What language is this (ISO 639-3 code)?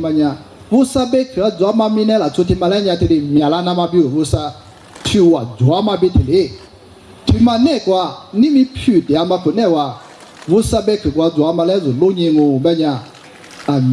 lis